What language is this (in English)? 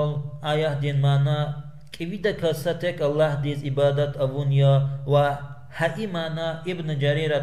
Lezghian